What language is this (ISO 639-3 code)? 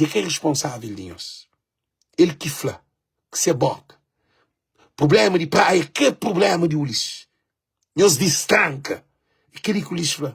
kea